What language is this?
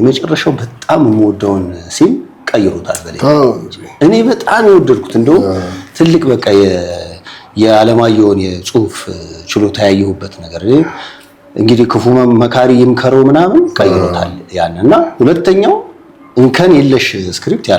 Amharic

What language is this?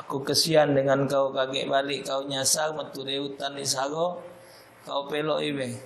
Musi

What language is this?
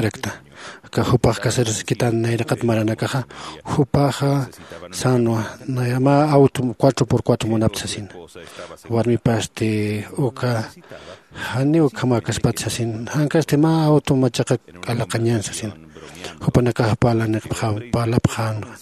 Aymara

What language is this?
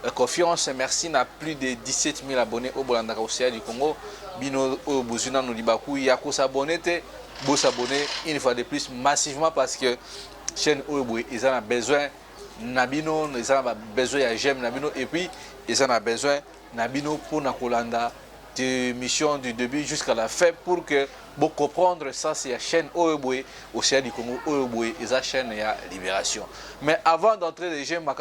Lingala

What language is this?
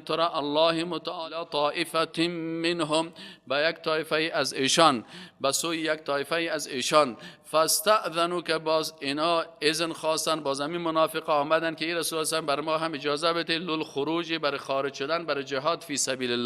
Persian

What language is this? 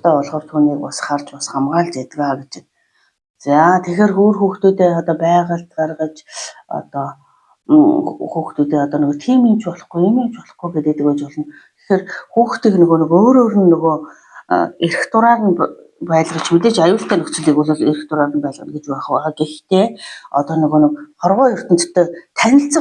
Mongolian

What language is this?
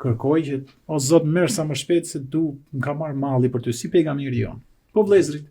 Albanian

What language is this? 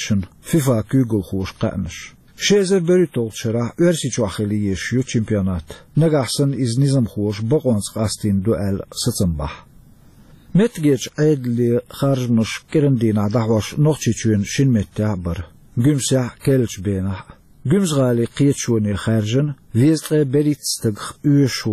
Chechen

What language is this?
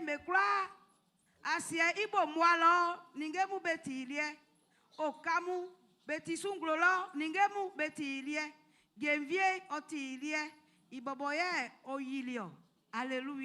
Baoulé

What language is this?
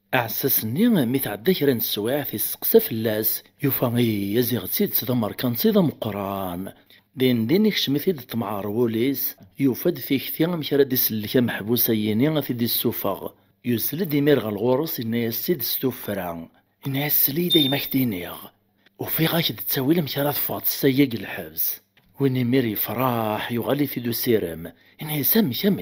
Kabyle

